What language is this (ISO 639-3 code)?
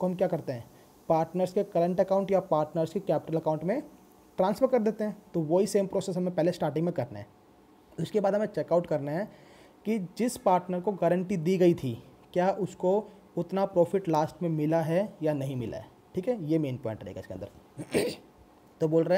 hin